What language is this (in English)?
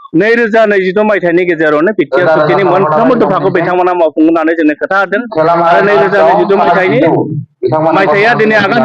Bodo